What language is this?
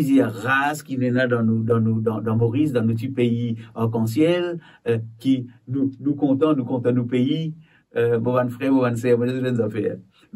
Morisyen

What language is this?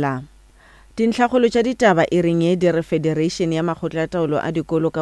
Northern Sotho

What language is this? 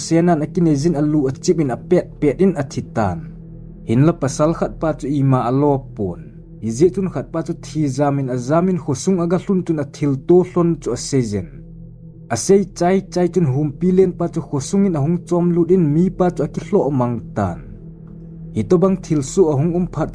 Thado Chin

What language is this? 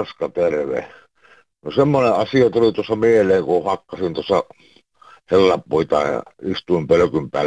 Finnish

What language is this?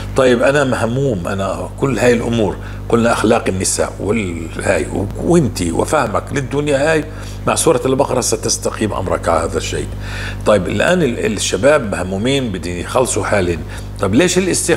North Levantine Arabic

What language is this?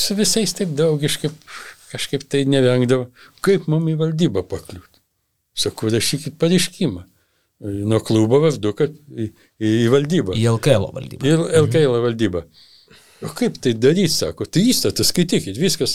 Lithuanian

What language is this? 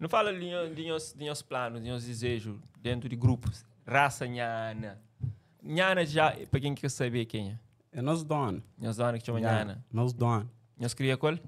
Kabuverdianu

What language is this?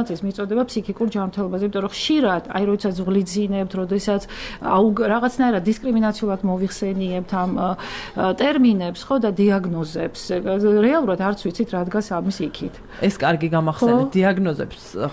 Georgian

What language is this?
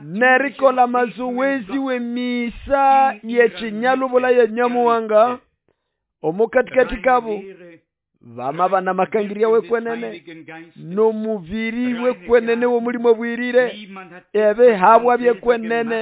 Nande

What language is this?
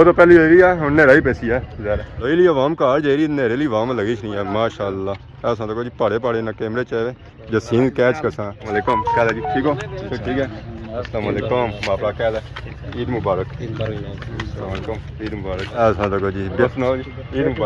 Pahari-Potwari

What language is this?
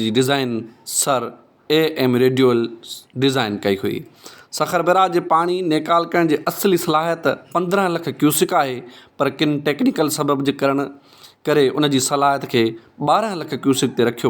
Sindhi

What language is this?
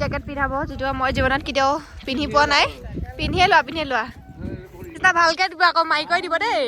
Assamese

